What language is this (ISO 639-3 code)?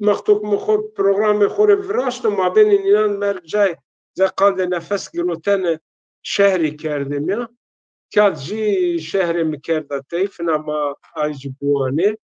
zza